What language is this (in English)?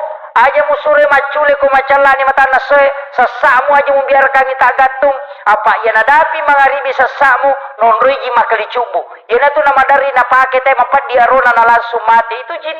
Buginese